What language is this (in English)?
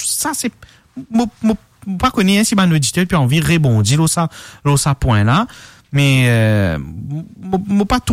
Morisyen